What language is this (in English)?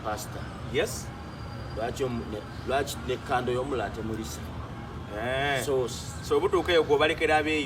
Ganda